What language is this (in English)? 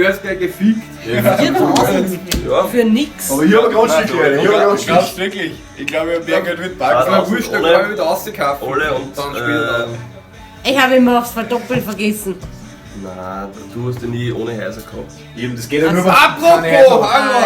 Bavarian